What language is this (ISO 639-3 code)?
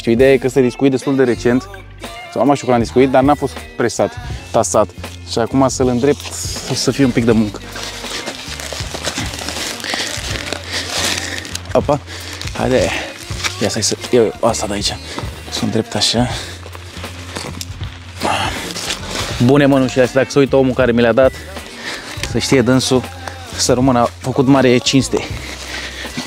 ron